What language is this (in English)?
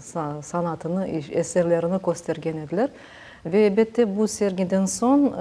Crimean Tatar